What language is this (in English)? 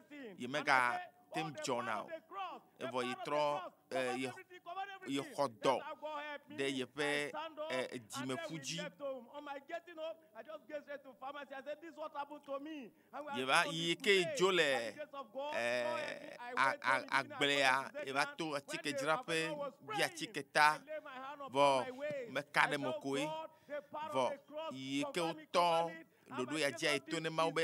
Ewe